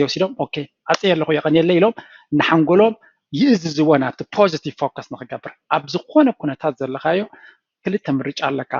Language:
Tigrinya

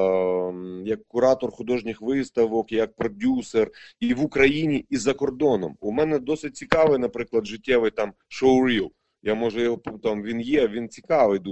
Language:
Ukrainian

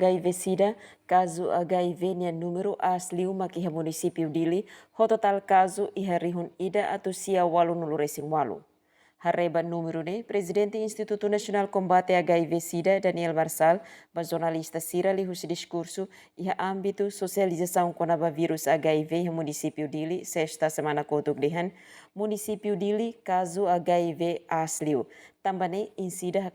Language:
Tetum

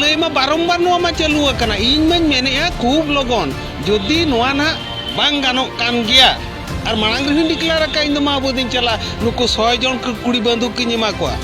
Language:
Santali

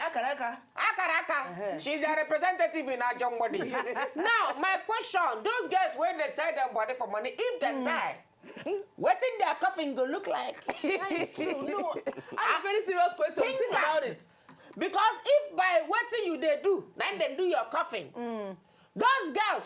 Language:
Nigerian Pidgin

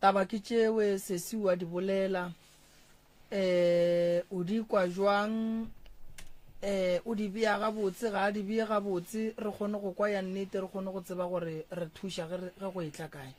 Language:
Northern Sotho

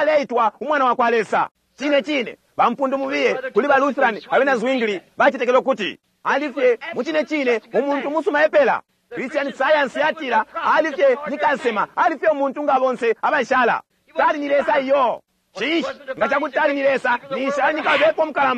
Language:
Bemba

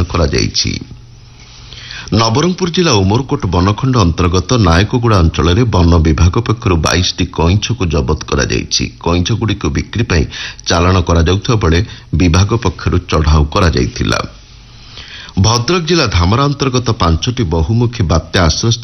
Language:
Odia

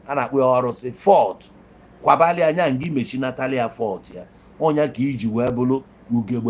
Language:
Igbo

